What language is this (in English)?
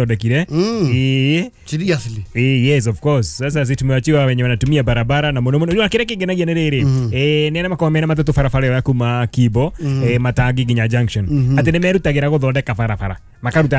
Kikuyu